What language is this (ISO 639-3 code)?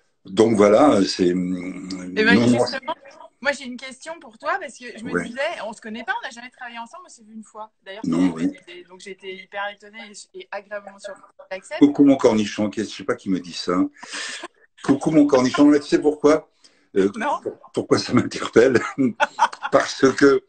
fra